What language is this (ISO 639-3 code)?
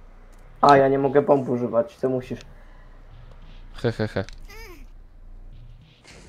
pol